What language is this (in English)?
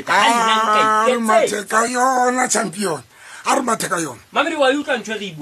Southern Sotho